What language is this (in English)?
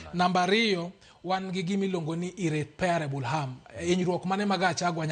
Luo (Kenya and Tanzania)